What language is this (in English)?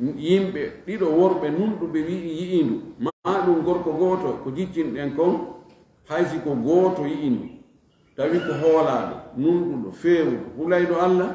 Fula